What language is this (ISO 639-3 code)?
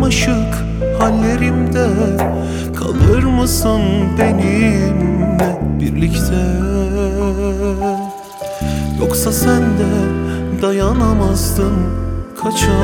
tur